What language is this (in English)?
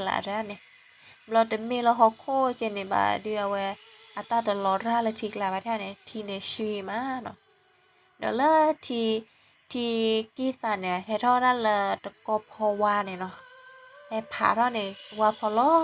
S'gaw Karen